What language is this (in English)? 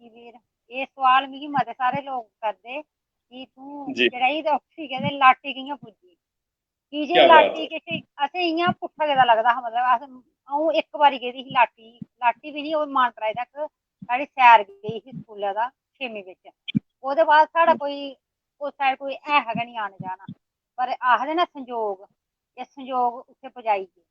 Dogri